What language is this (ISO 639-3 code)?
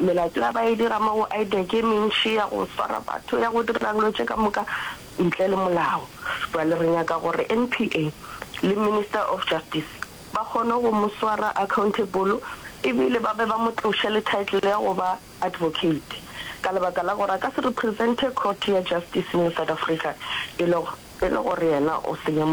nso